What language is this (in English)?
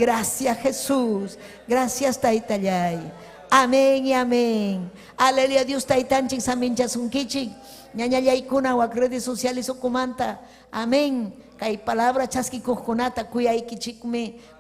Ayacucho Quechua